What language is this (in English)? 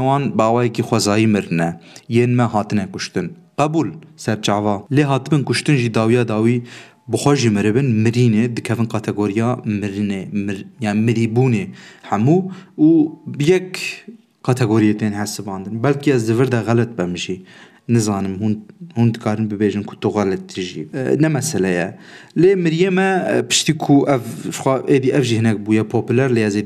Kurdish